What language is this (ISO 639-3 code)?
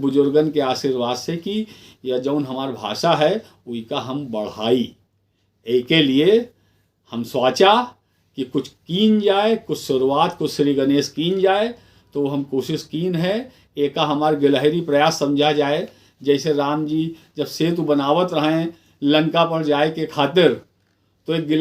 awa